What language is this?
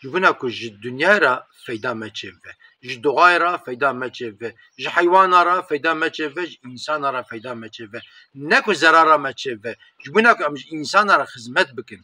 Kurdish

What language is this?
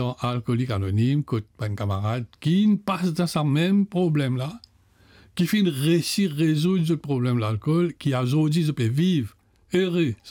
Morisyen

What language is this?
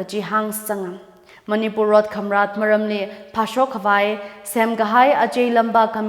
Tangkhul Naga (India)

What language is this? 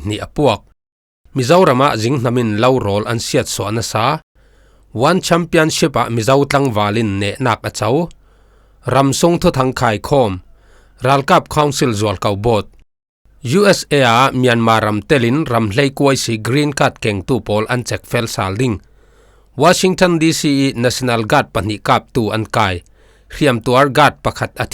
Falam Chin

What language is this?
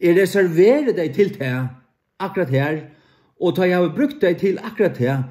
Faroese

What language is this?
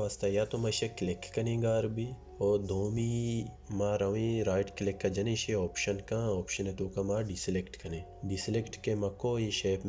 Baluchi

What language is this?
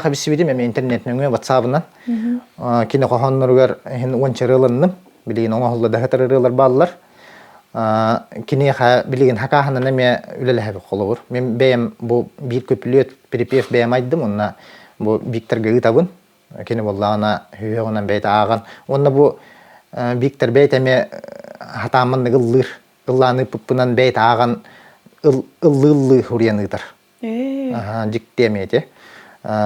Yakut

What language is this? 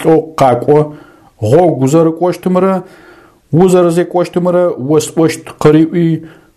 Adyghe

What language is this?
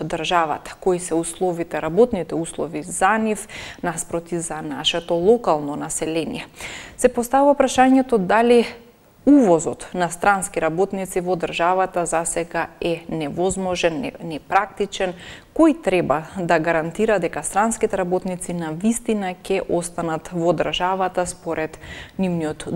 Macedonian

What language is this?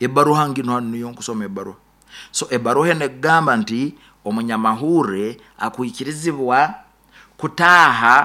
Nyoro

